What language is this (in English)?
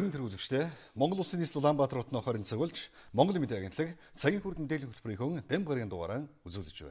Mongolian